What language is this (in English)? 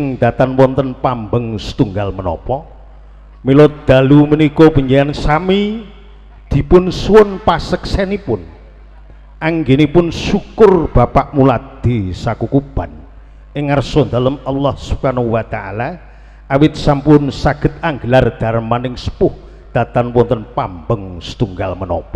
Javanese